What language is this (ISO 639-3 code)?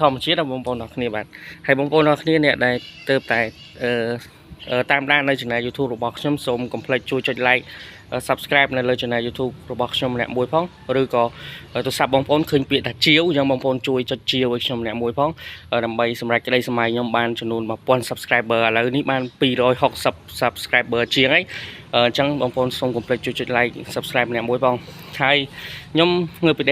khm